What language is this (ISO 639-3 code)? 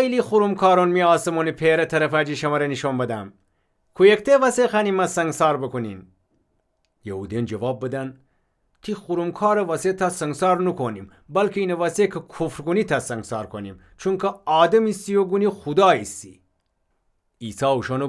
glk